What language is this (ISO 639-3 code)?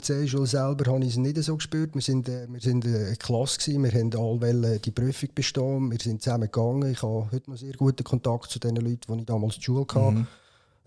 gsw